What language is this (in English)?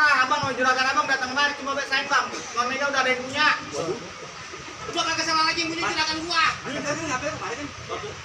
Betawi